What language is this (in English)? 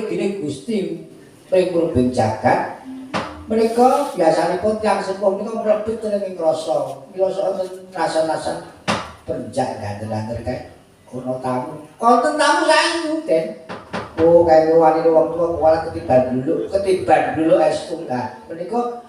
Javanese